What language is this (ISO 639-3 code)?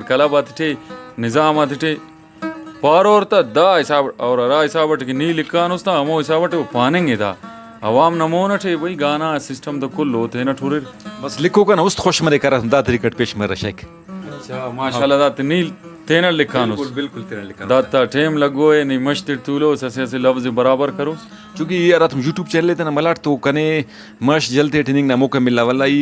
brh